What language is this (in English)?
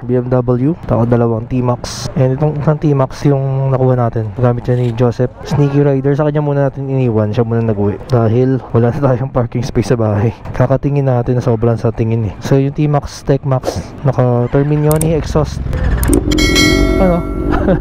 Filipino